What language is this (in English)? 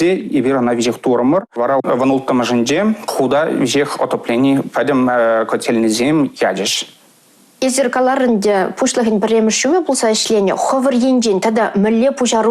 Chuvash